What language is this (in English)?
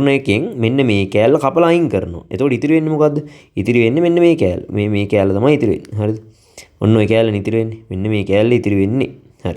Sinhala